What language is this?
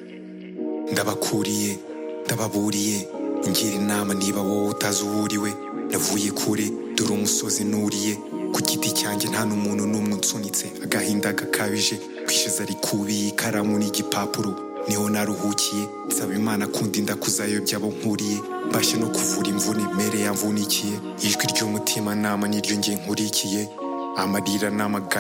Kinyarwanda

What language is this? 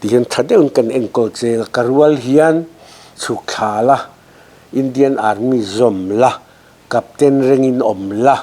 Mizo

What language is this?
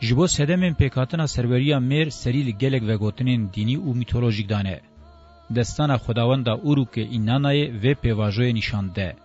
Kurdish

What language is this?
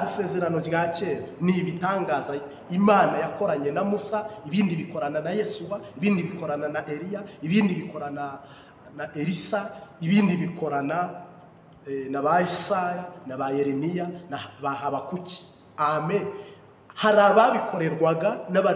Kinyarwanda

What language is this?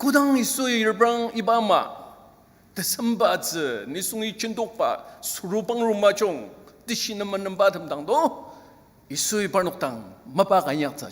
Ao Naga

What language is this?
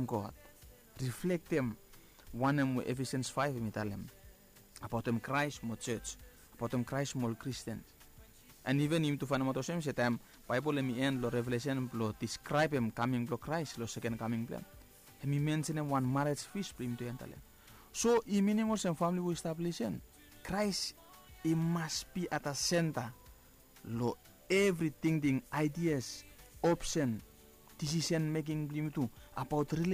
Bislama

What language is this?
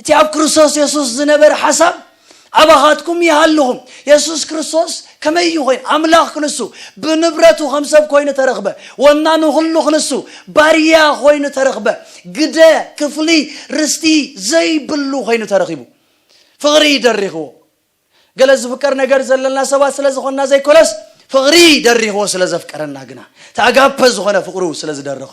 Tigrinya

